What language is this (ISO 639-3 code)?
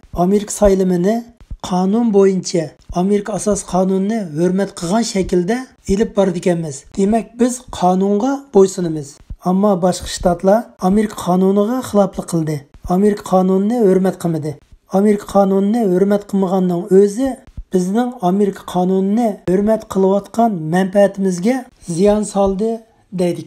uig